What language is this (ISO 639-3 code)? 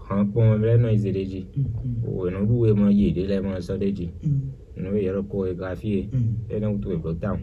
fon